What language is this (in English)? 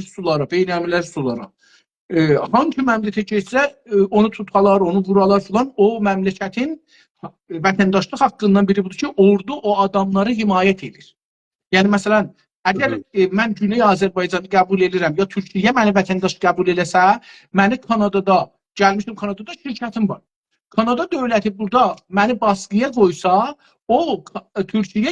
South Azerbaijani